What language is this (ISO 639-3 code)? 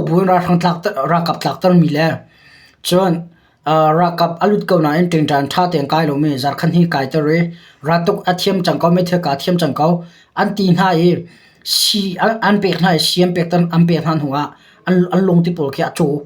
cnh